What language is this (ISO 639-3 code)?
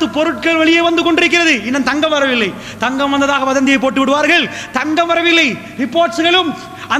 tam